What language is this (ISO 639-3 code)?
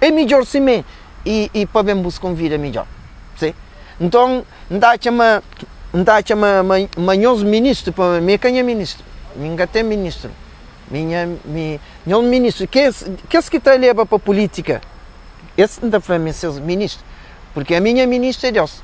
kea